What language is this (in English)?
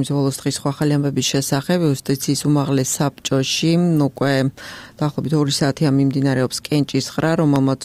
Georgian